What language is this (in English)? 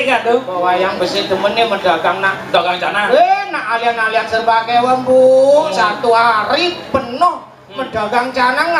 Balinese